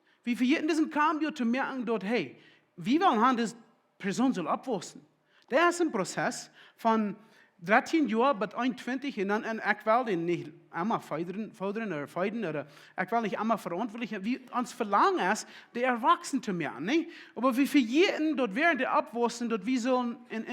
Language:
Plautdietsch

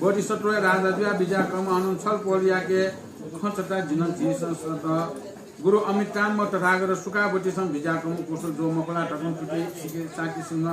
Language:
Newari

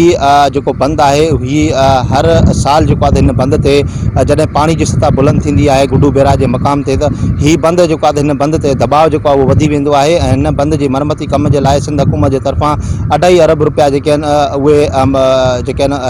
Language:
Sindhi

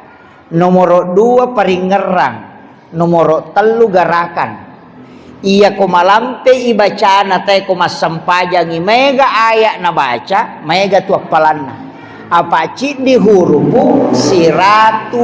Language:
Buginese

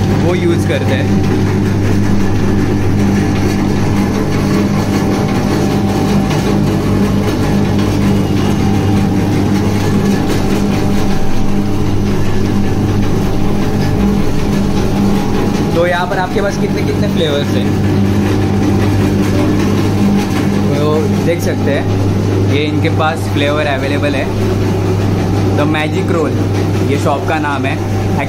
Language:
Hindi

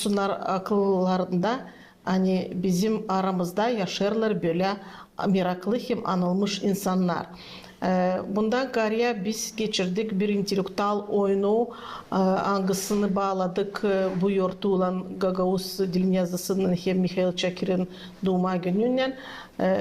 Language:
Gagauz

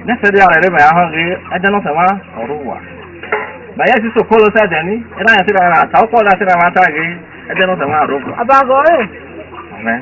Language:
Esan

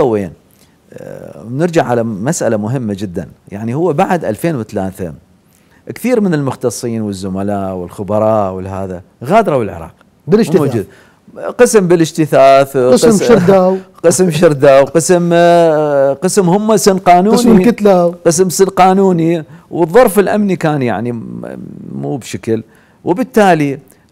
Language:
Mesopotamian Arabic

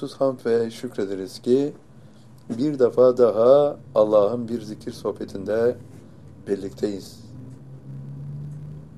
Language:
Turkish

